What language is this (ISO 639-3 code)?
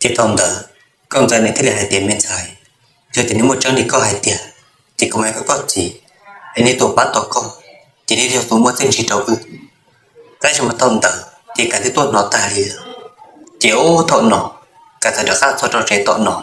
hmn